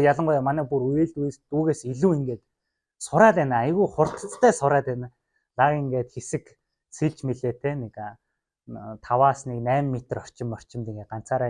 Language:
Mongolian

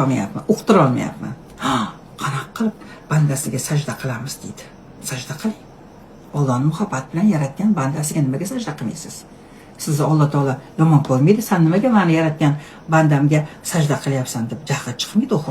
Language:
Uzbek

